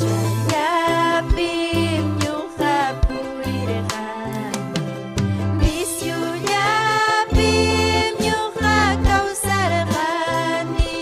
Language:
Ayacucho Quechua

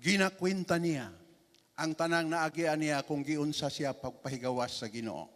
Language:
Cebuano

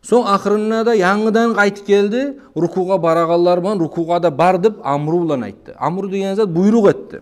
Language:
Kumyk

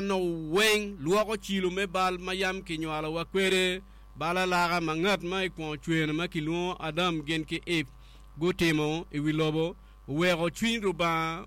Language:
Acoli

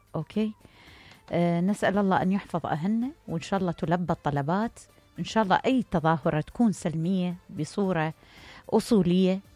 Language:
Mesopotamian Arabic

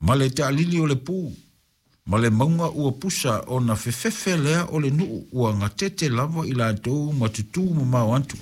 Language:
Samoan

